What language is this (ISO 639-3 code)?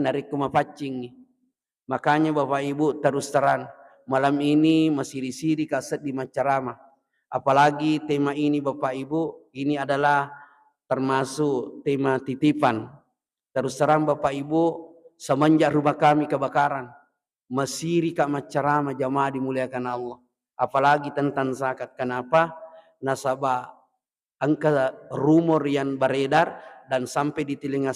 bug